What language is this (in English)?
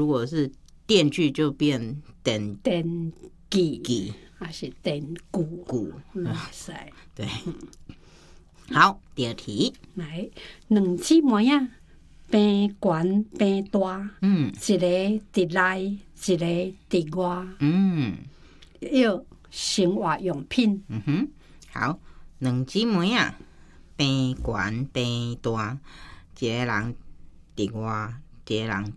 Chinese